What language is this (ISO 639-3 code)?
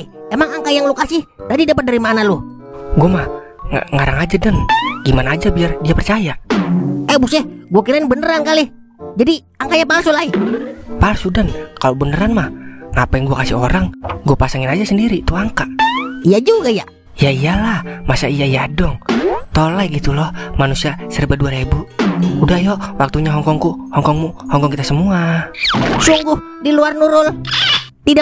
bew